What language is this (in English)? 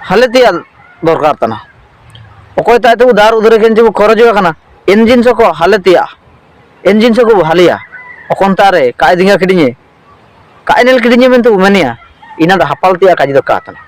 Ho